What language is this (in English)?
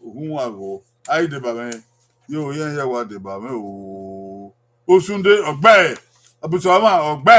Bini